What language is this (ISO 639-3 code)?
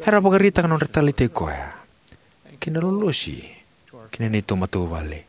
fij